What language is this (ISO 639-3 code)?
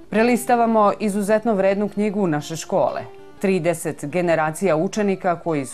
srp